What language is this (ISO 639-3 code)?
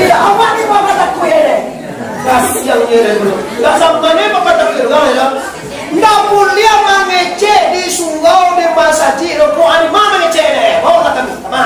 min